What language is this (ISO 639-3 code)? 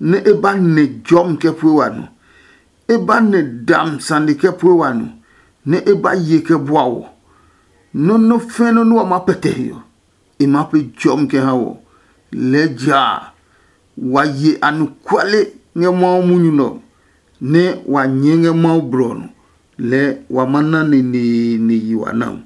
ada